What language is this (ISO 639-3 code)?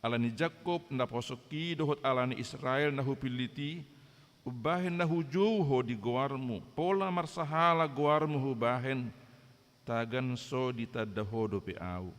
bbc